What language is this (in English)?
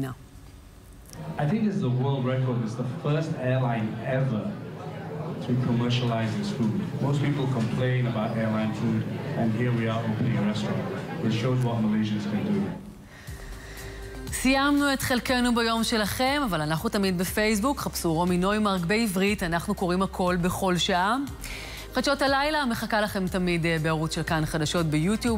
Hebrew